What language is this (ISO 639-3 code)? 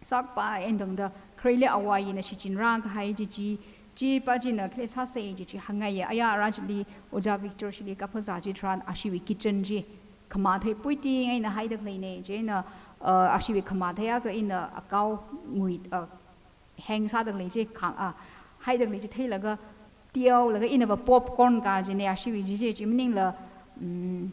nmf